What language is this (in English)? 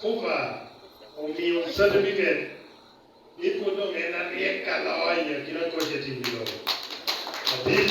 Lango (Uganda)